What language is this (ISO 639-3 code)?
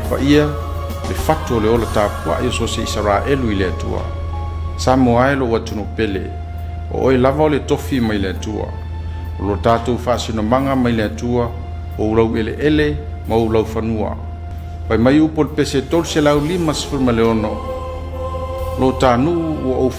smo